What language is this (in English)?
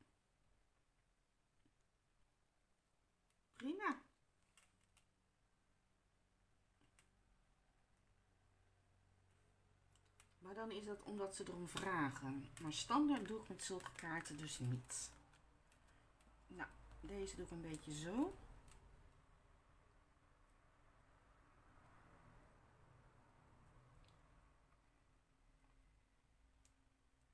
Dutch